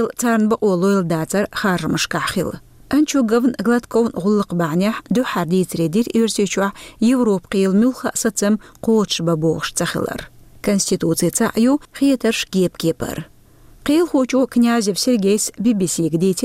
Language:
Chechen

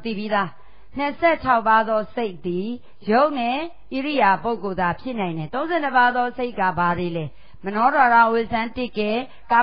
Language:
Burmese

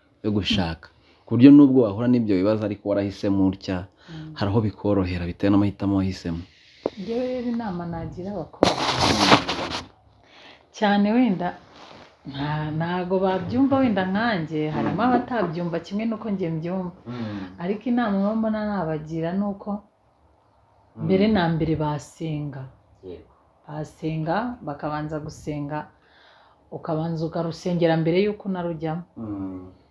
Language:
Kinyarwanda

